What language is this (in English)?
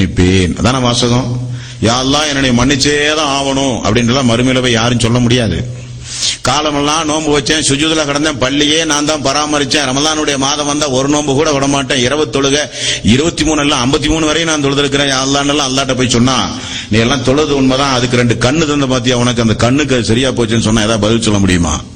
Tamil